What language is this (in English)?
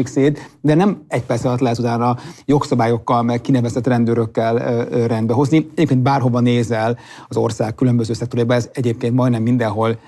Hungarian